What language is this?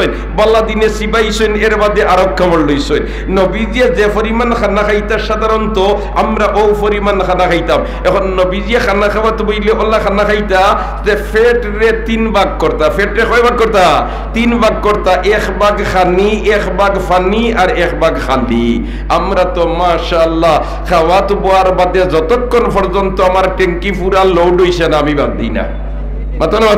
Sylheti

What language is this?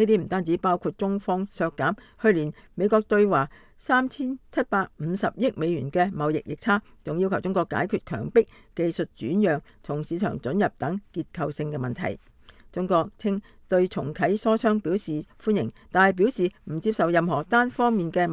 Cantonese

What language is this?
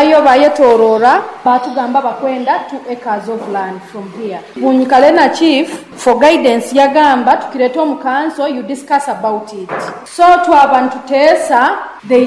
Nyoro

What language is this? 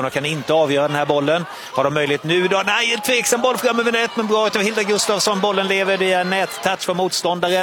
Swedish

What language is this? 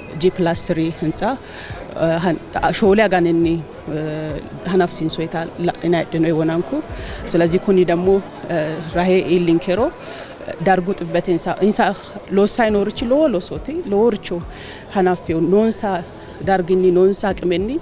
Sidamo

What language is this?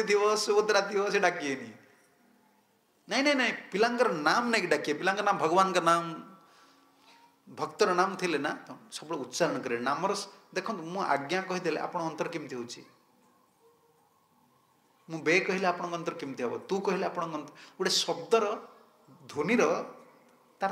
Odia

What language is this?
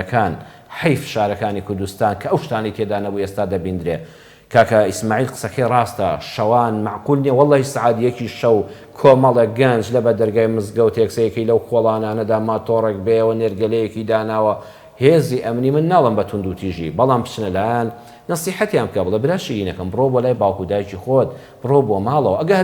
Central Kurdish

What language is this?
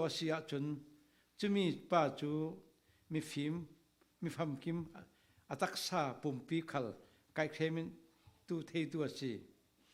Falam Chin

